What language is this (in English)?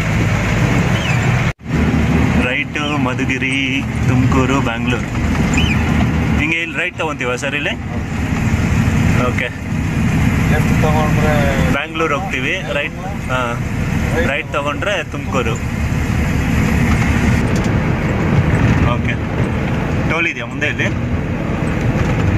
Kannada